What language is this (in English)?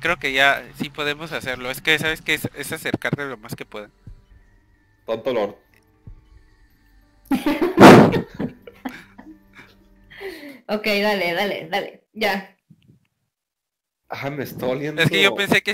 Spanish